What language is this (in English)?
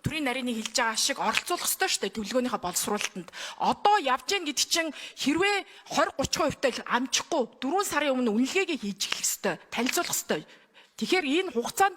Mongolian